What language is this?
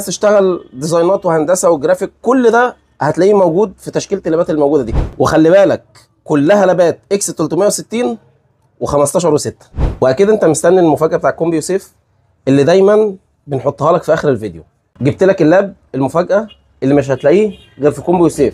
Egyptian Arabic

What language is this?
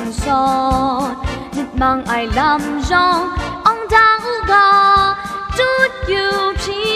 Kachin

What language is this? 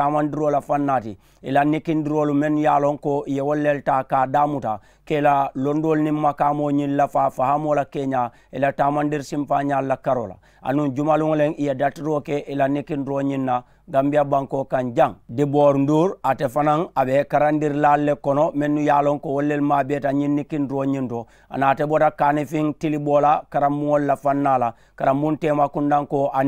Mandingo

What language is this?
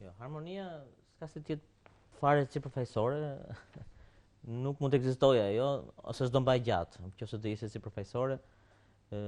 Albanian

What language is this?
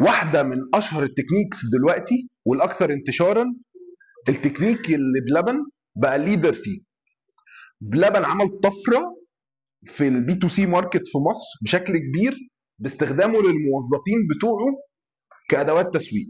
Egyptian Arabic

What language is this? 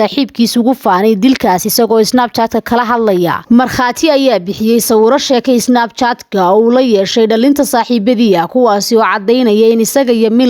Somali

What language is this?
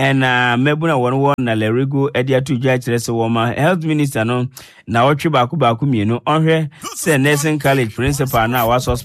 Akan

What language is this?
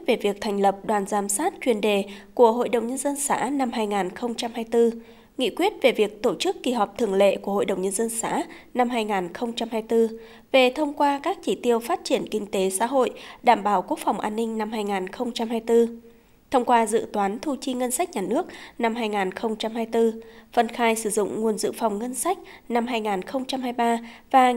Vietnamese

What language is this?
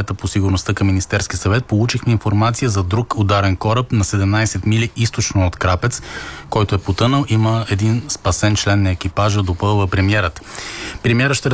Bulgarian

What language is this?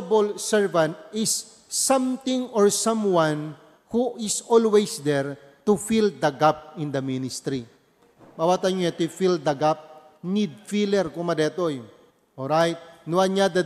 Iloko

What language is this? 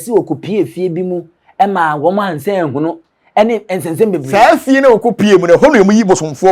Akan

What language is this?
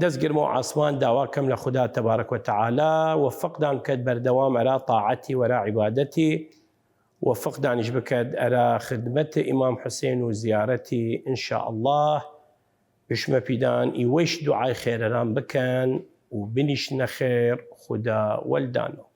Southern Kurdish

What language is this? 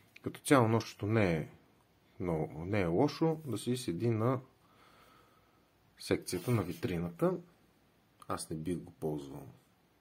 Bulgarian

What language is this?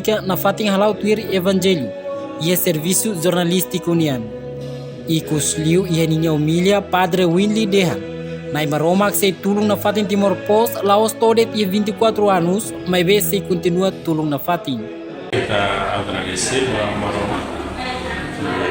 Tetum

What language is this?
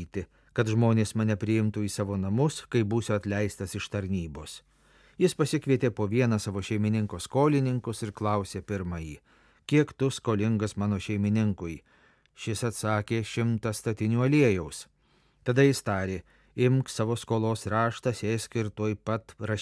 Lithuanian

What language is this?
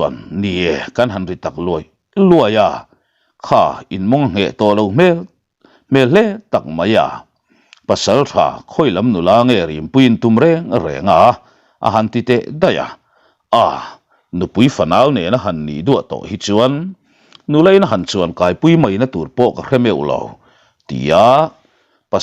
Mizo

